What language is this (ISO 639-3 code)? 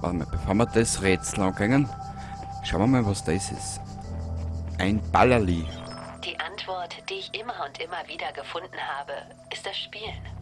bar